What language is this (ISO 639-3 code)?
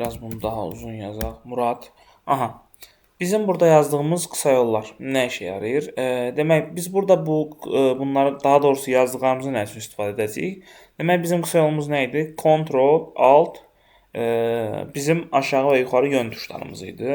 aze